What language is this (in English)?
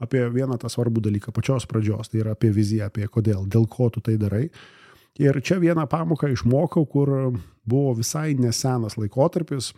Lithuanian